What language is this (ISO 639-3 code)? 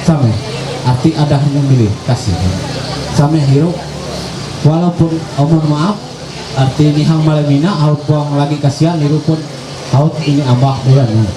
mhy